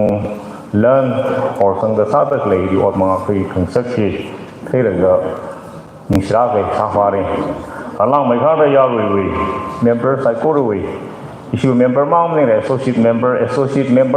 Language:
Tangkhul Naga (India)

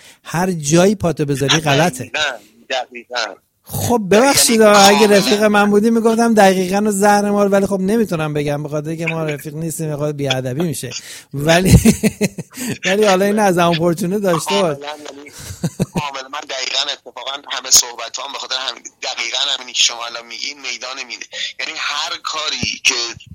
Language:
Persian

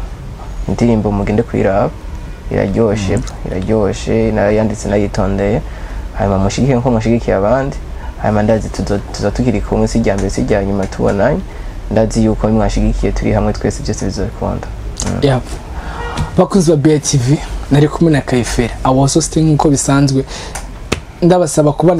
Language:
Rundi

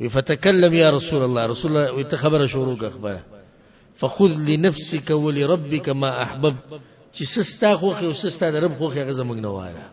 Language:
Pashto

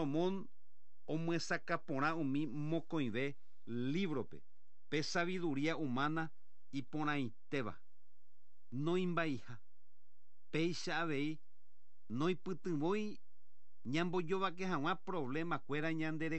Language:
Guarani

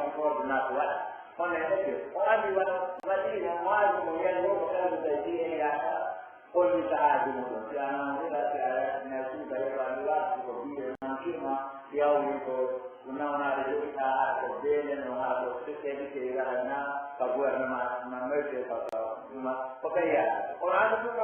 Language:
Pular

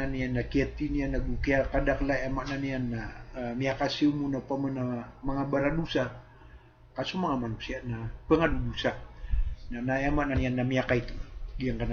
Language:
Maranao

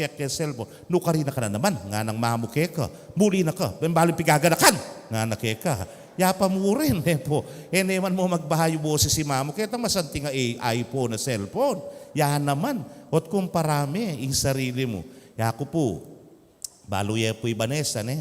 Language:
Pampanga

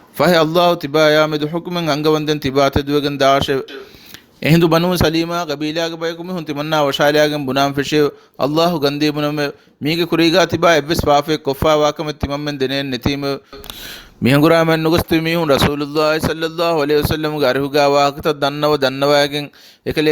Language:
Divehi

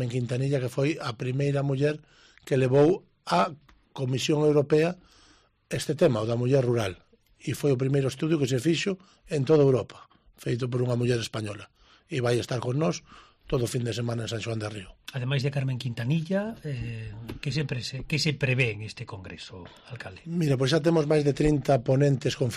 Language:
Galician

